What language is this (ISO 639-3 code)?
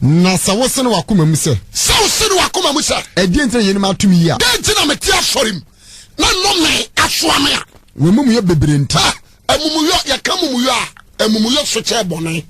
aka